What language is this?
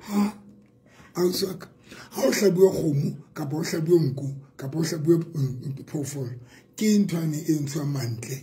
Southern Sotho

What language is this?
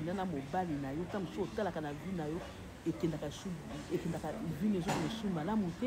Lingala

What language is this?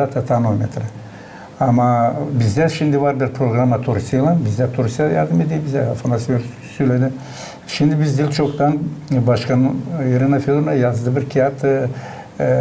Gagauz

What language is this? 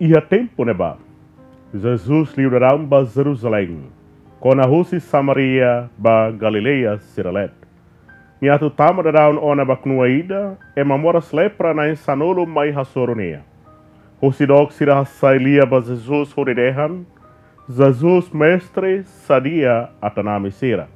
Tetum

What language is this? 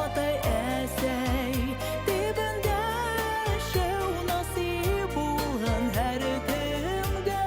Bashkir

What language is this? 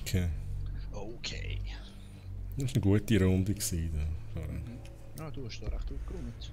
Swiss German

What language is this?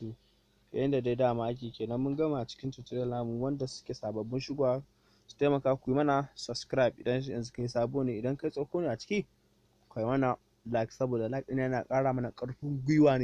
Hausa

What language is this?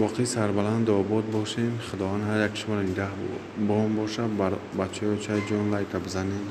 Tajik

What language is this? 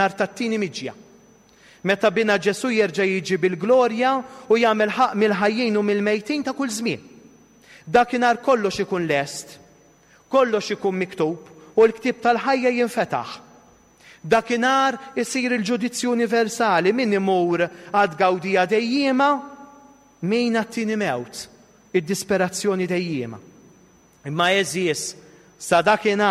Maltese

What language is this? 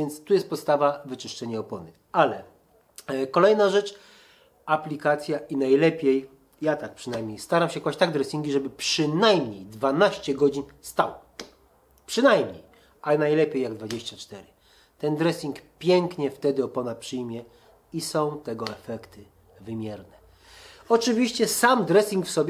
Polish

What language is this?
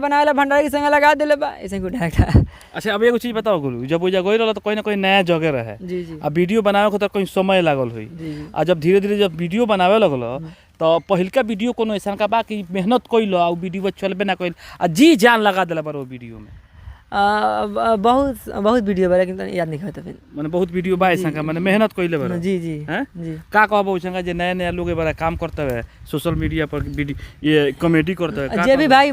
Bhojpuri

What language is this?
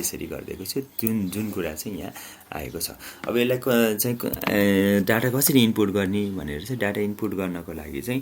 Nepali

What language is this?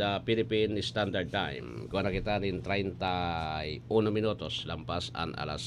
Bikol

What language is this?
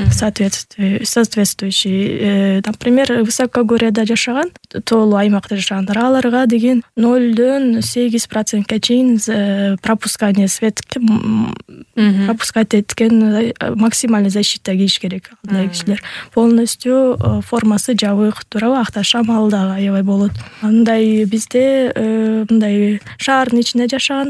Kyrgyz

